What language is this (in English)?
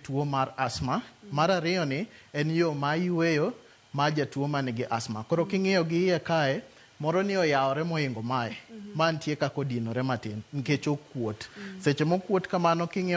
Luo (Kenya and Tanzania)